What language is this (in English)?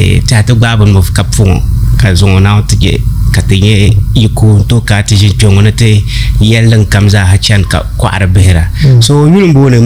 Dagbani